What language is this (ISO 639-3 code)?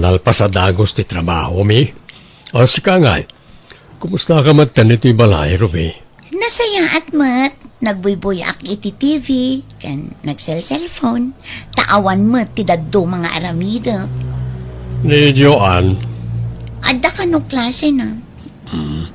ilo